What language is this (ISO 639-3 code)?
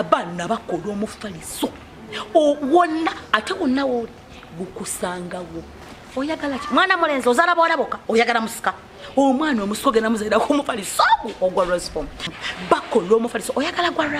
lug